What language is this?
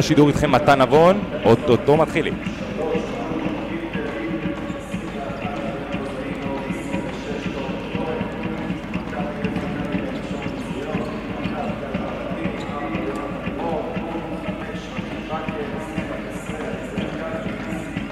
Hebrew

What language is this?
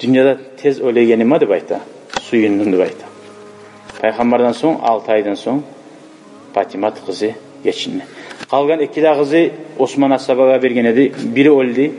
Kumyk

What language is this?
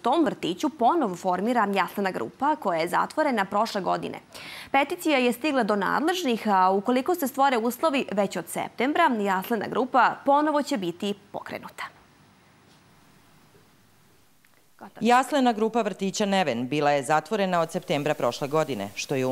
Serbian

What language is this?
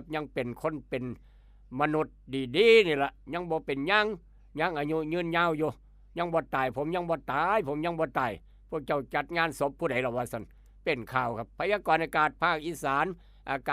Lao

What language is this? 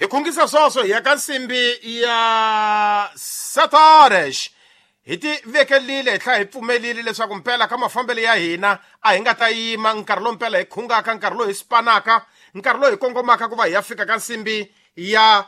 Tsonga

